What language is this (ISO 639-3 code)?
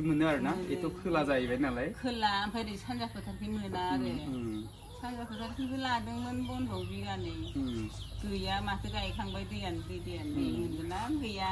brx